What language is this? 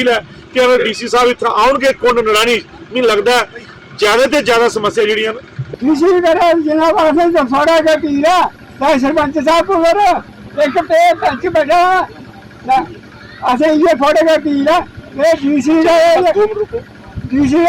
Dogri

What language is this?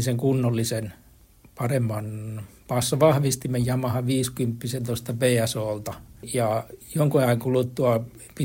Finnish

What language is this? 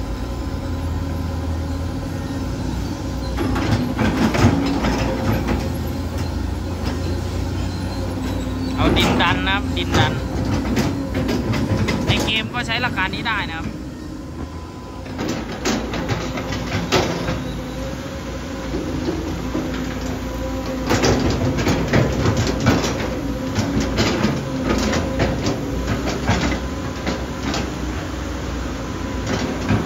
Thai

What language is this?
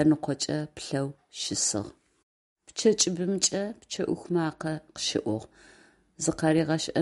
Adyghe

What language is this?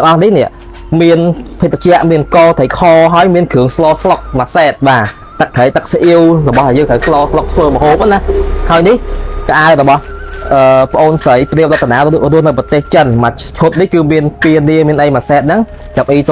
Khmer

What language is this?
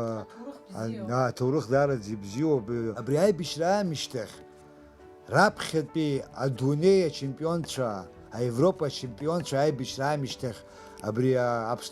Abkhazian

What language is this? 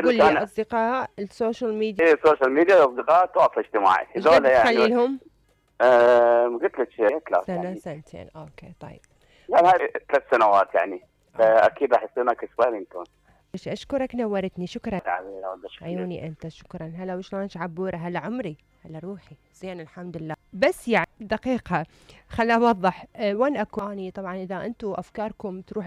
Mesopotamian Arabic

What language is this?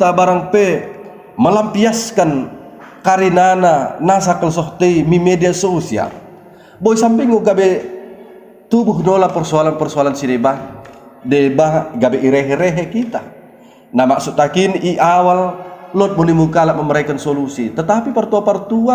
Batak Dairi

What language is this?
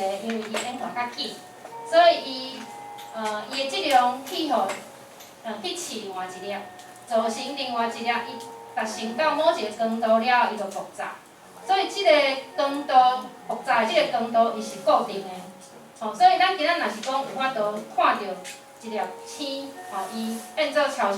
Min Nan Chinese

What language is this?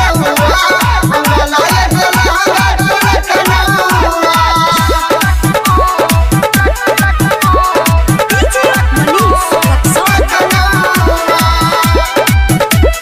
Bhojpuri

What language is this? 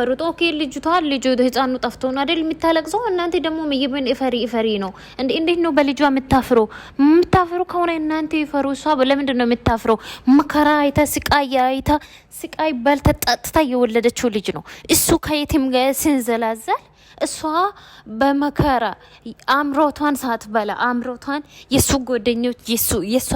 Amharic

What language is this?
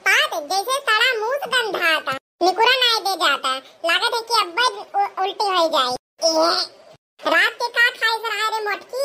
Awadhi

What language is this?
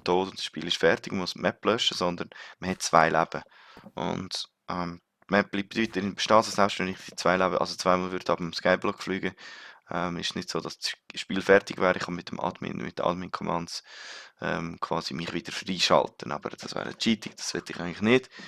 Swiss German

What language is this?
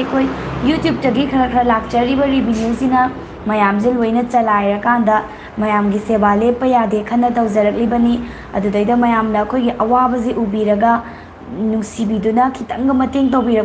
Manipuri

